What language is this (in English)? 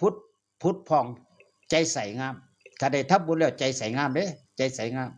Northeastern Thai